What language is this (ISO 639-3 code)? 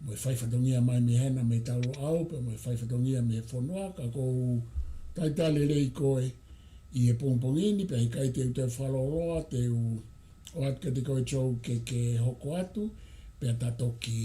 ton